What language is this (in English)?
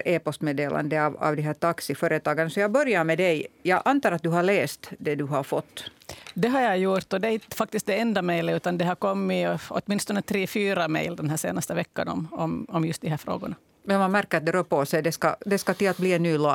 Swedish